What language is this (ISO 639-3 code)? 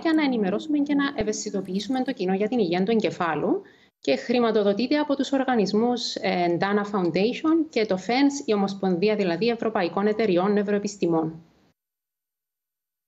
ell